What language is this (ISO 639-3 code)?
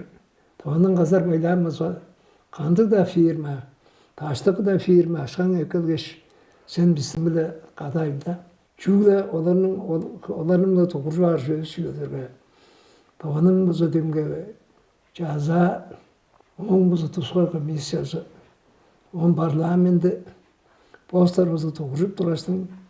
tyv